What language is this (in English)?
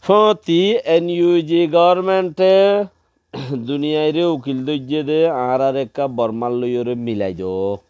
Rohingya